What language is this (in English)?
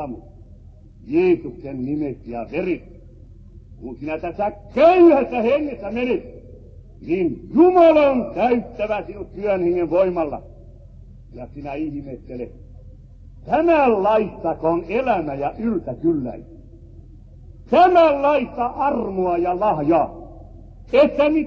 Finnish